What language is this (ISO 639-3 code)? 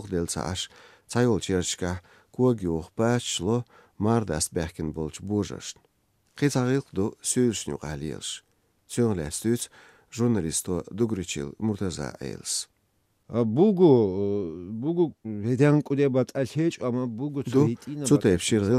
che